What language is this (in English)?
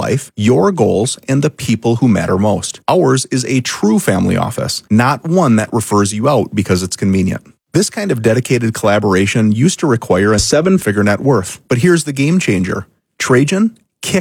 English